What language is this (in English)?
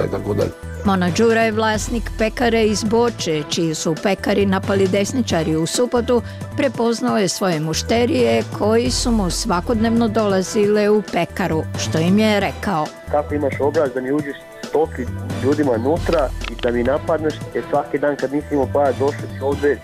Bosnian